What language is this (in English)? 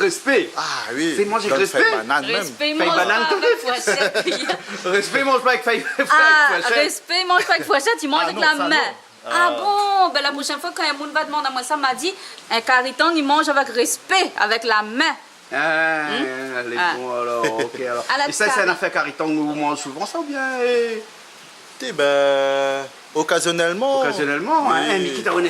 Réunion Creole French